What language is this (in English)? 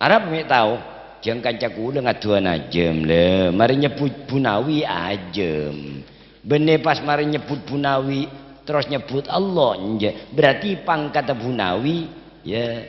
Madurese